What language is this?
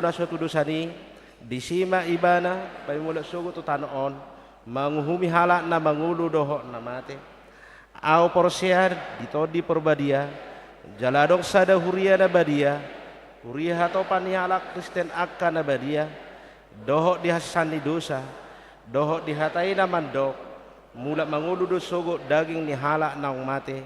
Batak Toba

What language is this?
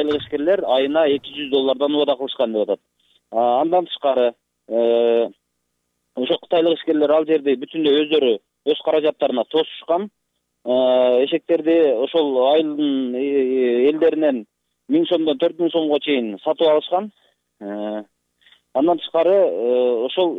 Kyrgyz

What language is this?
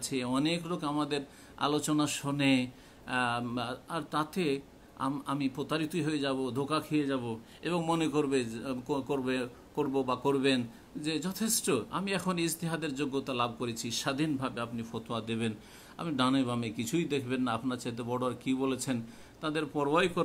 Bangla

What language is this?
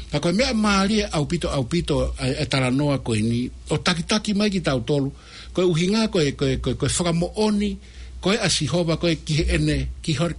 Tongan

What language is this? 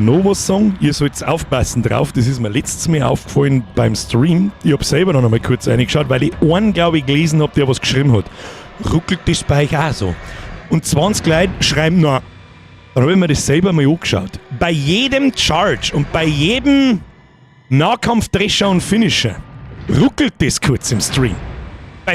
Bavarian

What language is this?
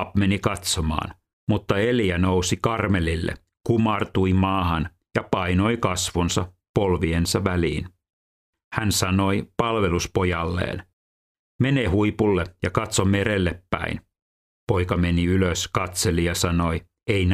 Finnish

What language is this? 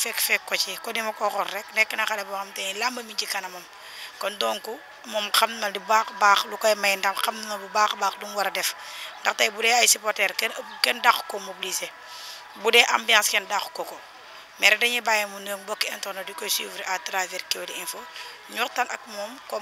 Wolof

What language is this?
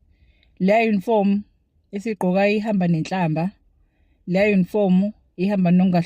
Zulu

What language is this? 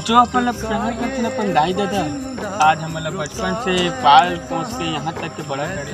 Chhattisgarhi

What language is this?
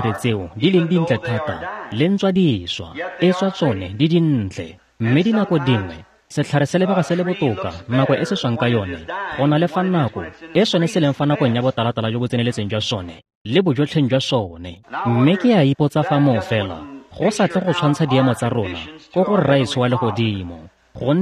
Tswana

